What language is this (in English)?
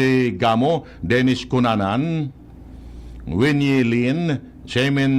Bikol